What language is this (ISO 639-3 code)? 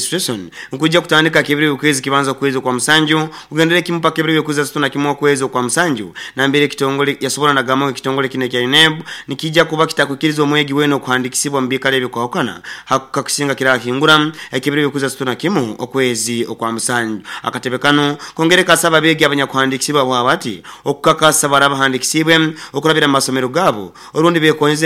nyo